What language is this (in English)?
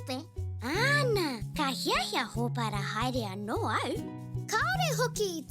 Māori